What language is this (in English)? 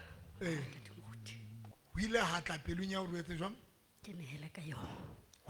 Southern Sotho